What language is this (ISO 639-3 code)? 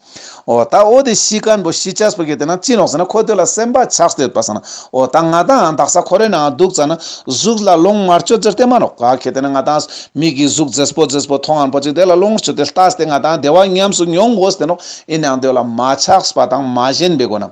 lbj